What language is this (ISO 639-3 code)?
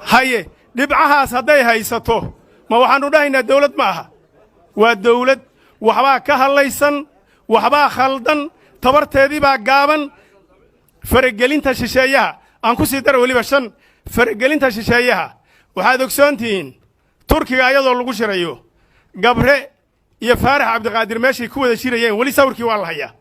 som